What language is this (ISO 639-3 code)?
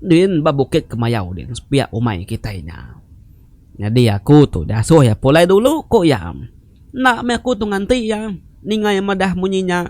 iba